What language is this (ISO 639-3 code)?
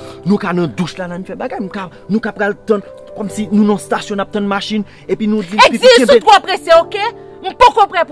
hat